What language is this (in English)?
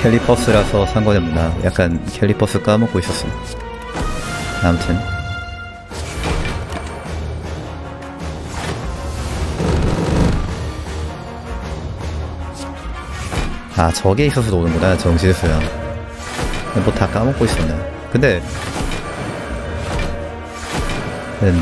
Korean